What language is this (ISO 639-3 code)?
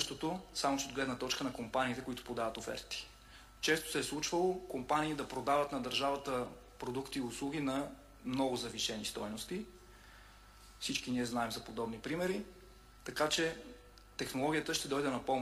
bul